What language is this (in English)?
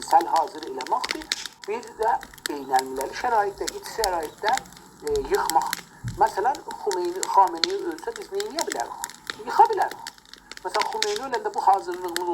South Azerbaijani